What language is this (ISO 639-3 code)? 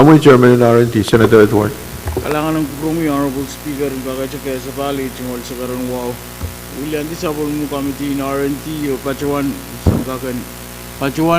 pon